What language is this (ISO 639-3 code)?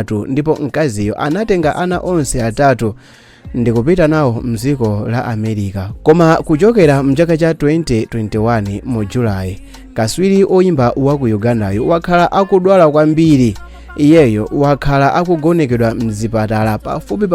nya